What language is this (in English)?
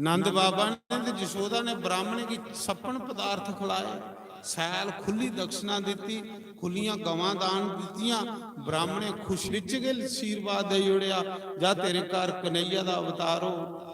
Dogri